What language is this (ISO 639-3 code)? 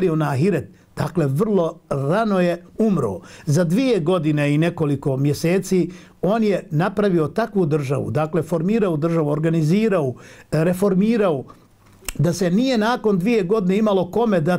bos